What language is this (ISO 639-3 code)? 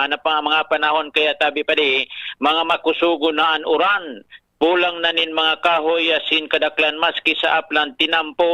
bik